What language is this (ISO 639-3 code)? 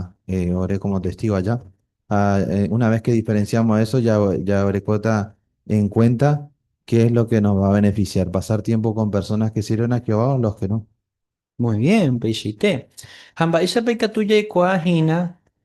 grn